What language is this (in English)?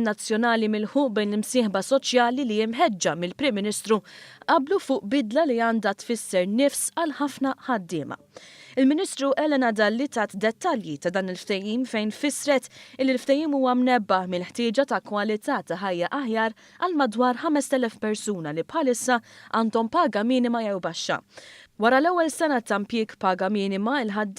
Maltese